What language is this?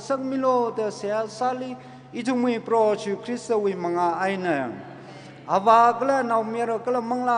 Tangkhul Naga (India)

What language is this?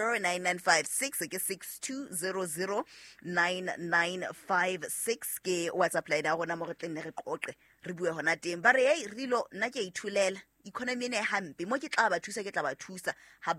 Southern Sotho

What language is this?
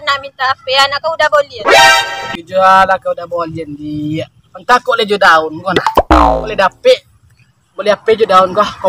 Minangkabau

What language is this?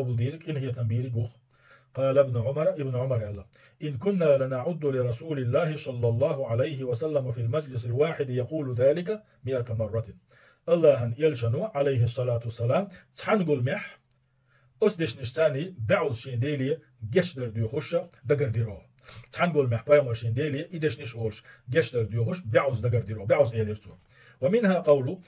Chechen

